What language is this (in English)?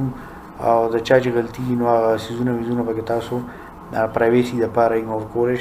Pashto